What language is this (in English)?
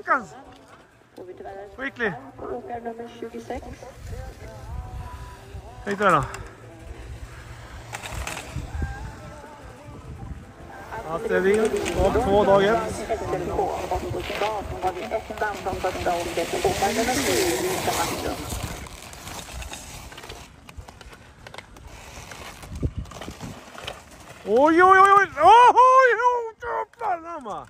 Swedish